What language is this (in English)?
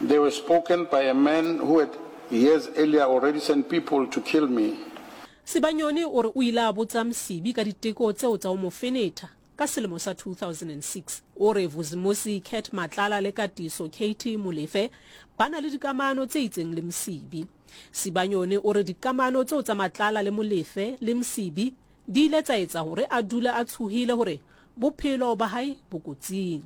Southern Sotho